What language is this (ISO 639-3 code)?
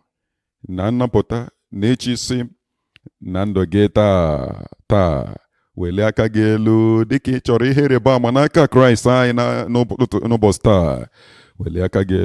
ibo